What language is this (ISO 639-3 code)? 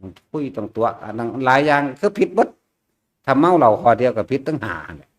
tts